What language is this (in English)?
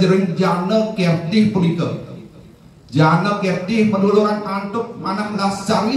Balinese